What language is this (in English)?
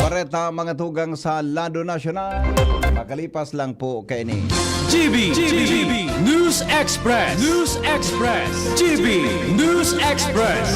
Bikol